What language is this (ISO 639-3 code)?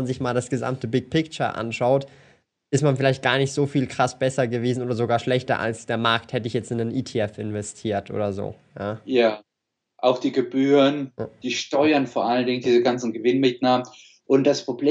deu